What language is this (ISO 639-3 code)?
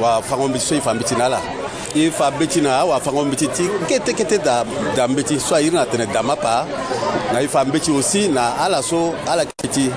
sag